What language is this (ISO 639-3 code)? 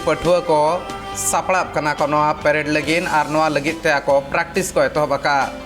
sat